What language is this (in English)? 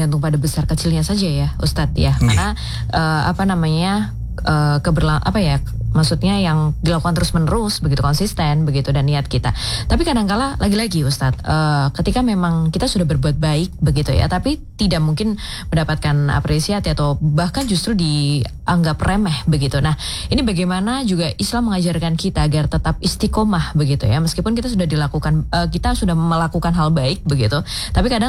Indonesian